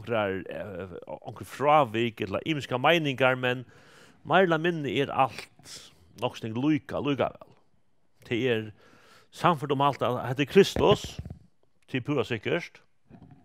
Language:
Faroese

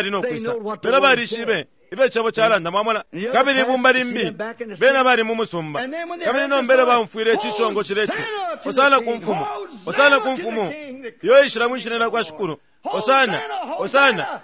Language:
Bemba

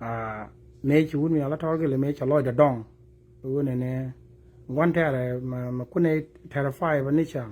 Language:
Nuer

